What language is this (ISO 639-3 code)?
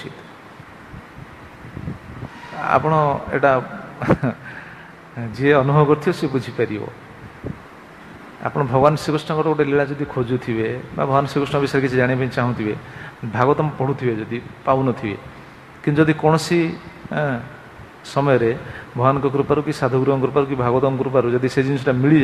ori